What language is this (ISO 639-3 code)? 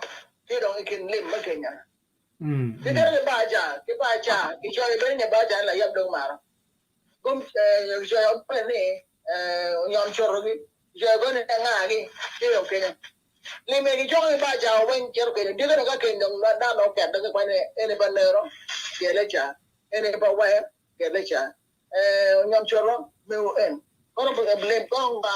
ach